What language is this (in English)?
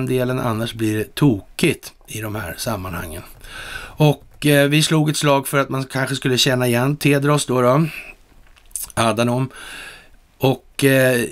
Swedish